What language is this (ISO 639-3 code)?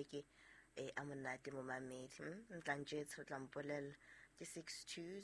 sot